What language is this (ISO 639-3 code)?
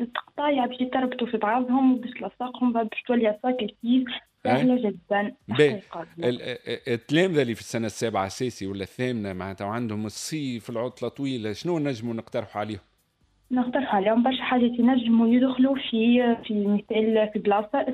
aeb